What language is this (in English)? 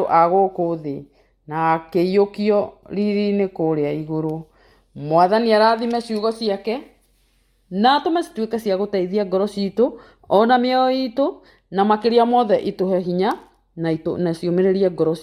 Kikuyu